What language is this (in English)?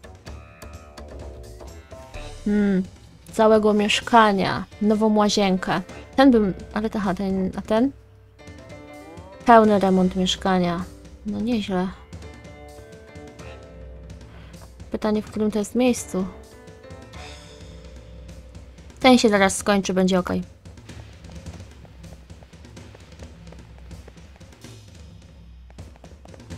Polish